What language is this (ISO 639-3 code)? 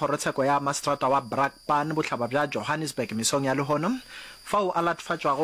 nso